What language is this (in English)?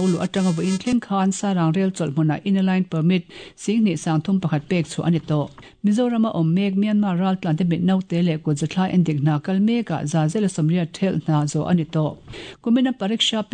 Mizo